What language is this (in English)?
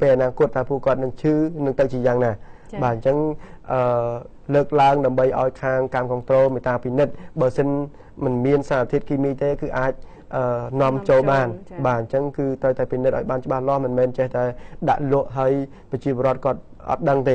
Khmer